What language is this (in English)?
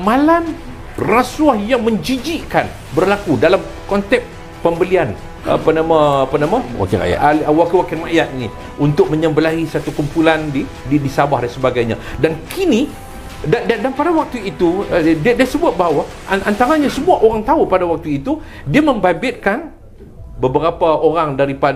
Malay